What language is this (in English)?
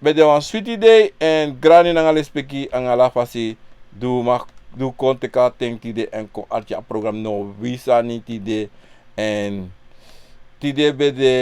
Sranan Tongo